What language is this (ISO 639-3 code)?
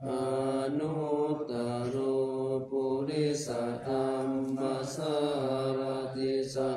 pli